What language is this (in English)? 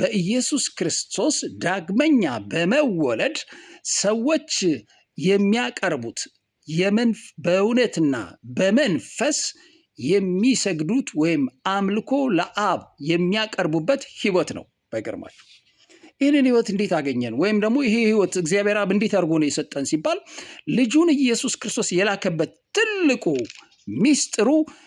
Amharic